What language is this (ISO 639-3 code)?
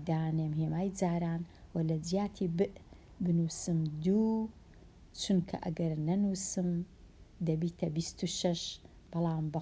ckb